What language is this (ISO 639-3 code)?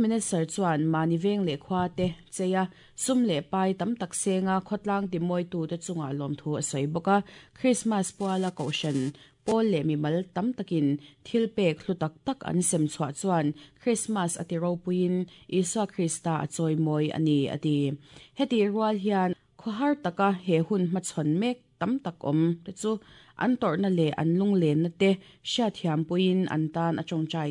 lus